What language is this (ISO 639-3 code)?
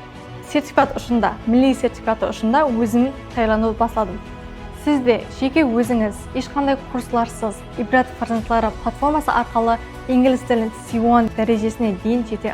kaa